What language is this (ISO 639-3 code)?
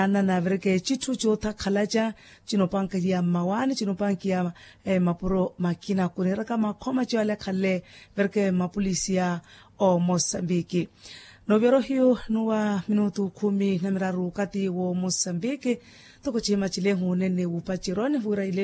vmw